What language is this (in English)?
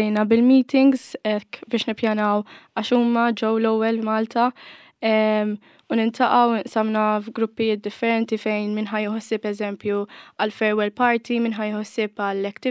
Maltese